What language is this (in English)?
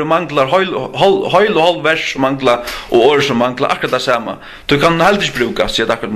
Faroese